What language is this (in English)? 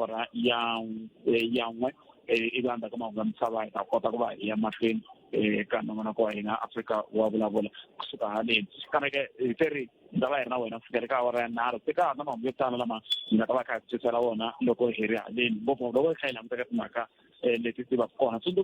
Tsonga